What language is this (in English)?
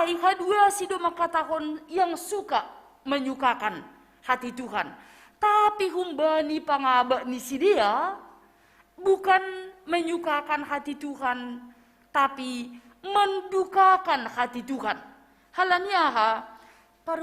Batak Simalungun